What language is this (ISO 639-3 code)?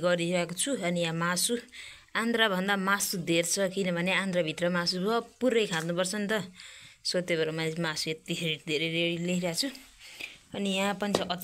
nep